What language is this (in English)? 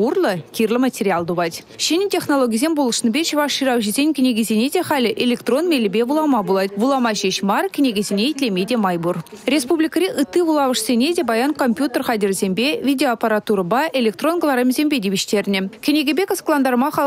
Chuvash